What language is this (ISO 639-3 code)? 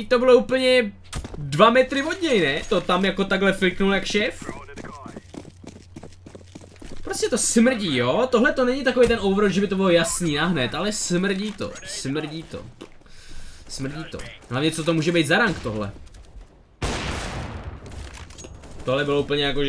ces